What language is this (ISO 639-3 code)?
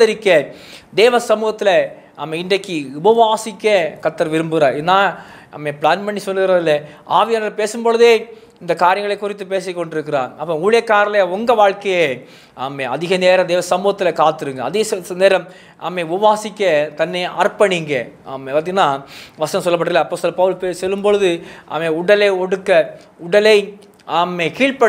tam